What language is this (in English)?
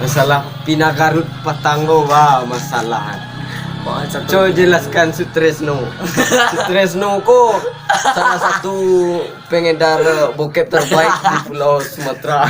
Minangkabau